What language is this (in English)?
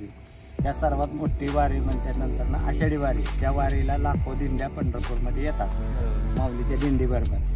Marathi